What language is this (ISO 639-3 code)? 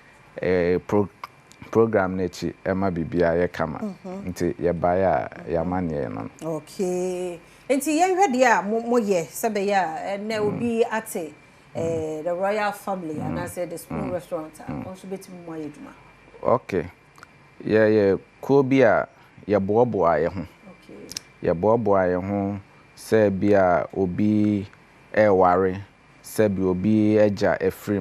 aka